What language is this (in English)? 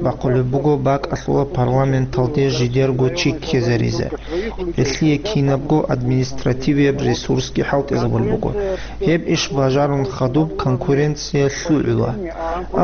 Avaric